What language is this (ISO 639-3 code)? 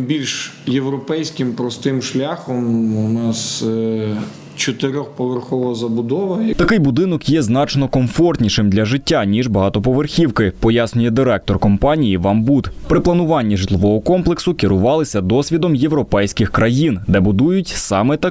ukr